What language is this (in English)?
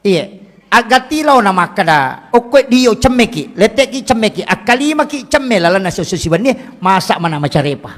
Buginese